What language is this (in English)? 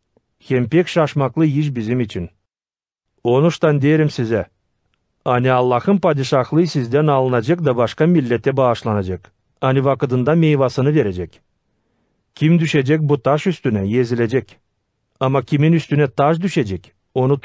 Gagauz